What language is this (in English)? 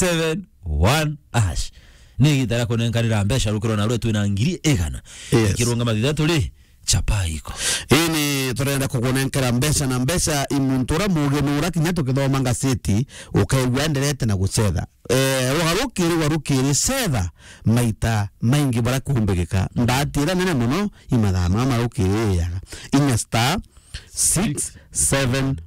Meru